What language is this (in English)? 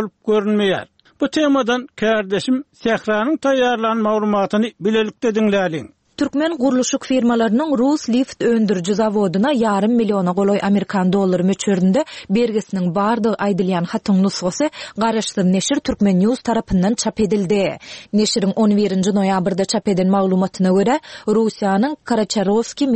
Turkmen